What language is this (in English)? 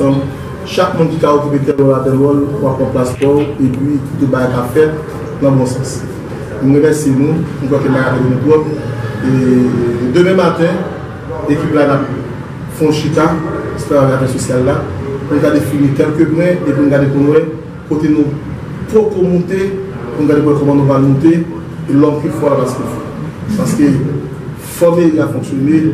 Haitian Creole